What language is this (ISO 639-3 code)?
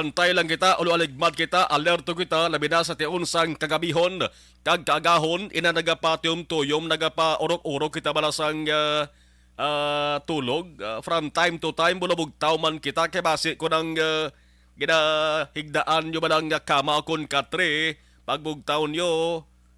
hil